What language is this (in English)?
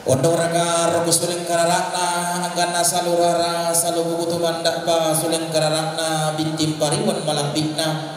Toraja-Sa'dan